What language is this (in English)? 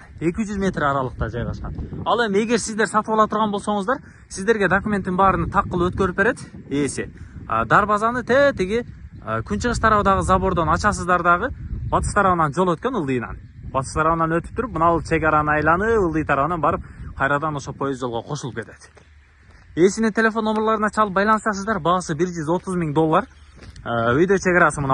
Kyrgyz